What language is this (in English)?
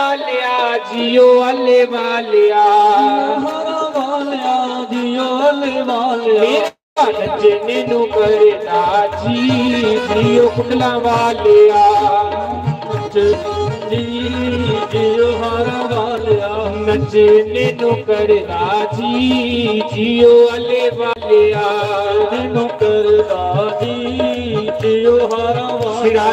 Dogri